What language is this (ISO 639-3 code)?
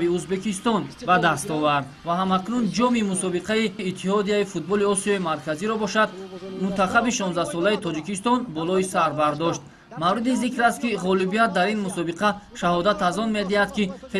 tgk